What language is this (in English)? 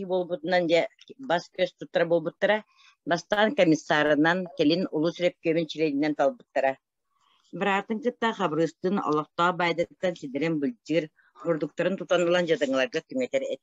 Yakut